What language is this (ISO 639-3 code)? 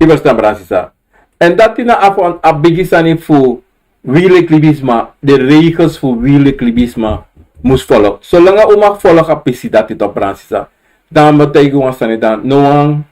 srn